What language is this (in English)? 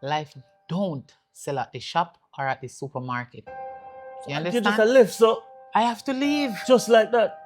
Jamaican Creole English